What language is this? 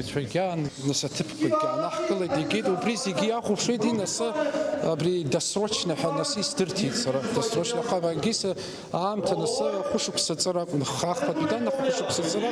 Abkhazian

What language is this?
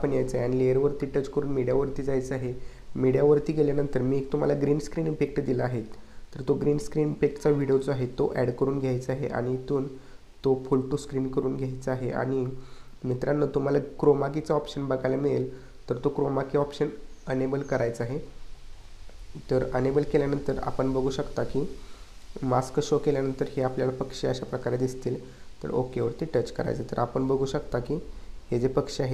Marathi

